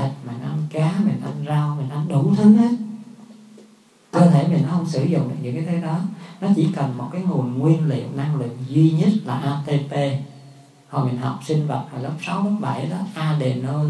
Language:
Vietnamese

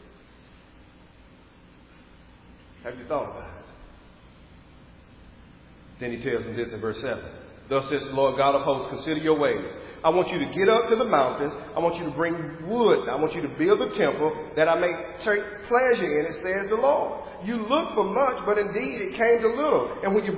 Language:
English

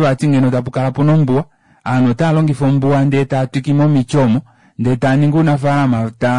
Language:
Kuanyama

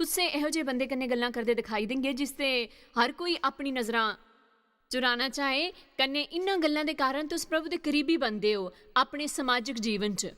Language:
Dogri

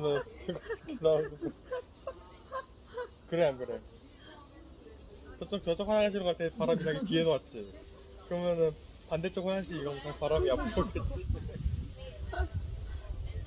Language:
Korean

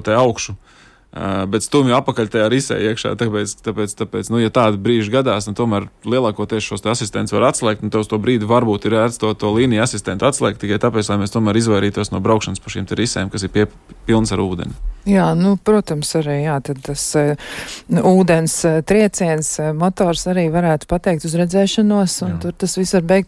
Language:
Latvian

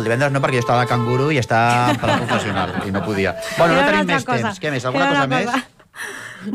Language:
Catalan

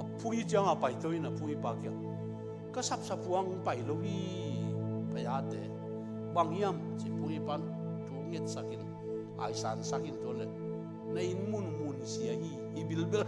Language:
Tedim Chin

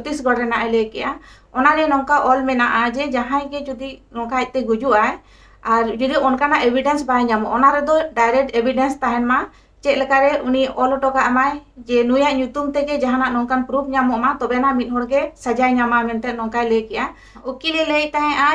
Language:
Santali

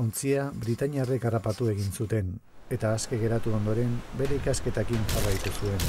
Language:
Basque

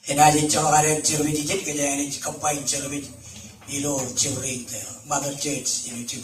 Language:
Marshallese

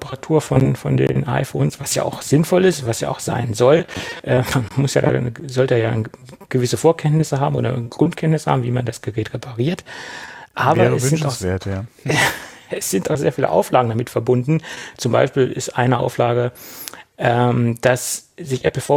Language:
German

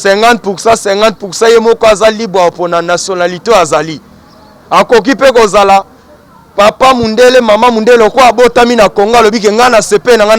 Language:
Lingala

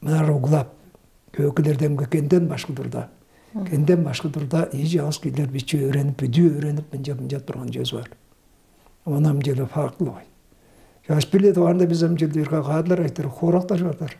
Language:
Tuvinian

